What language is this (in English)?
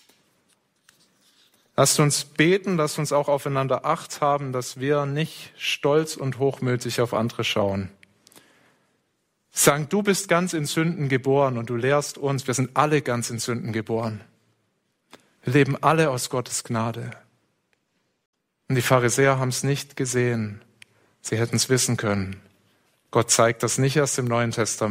German